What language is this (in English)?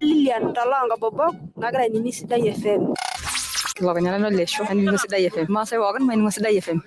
Masai